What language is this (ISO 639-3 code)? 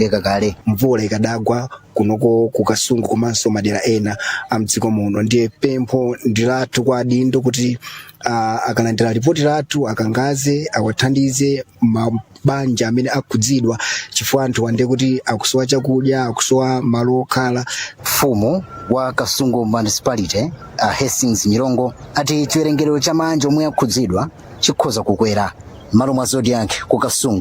nya